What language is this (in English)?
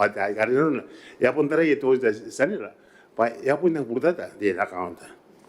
Gilbertese